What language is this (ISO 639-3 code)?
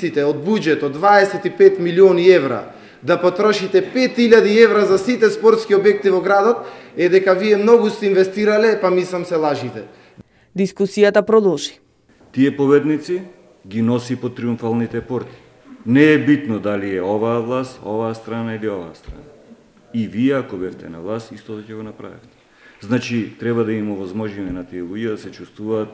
mkd